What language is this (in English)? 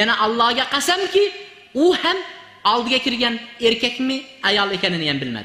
Uzbek